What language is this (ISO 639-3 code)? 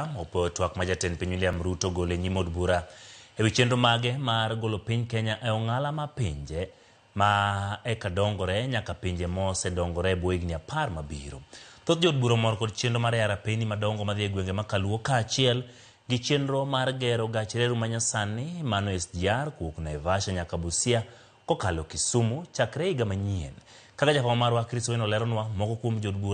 luo